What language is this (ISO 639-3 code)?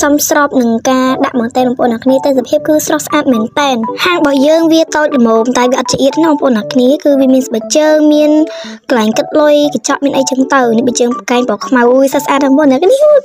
khm